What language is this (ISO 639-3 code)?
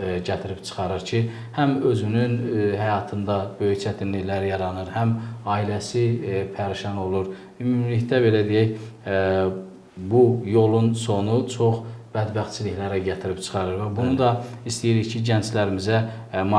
aze